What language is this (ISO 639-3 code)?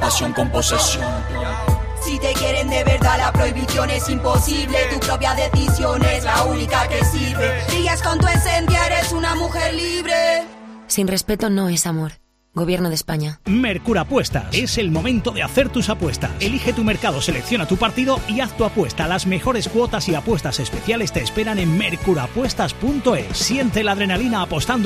spa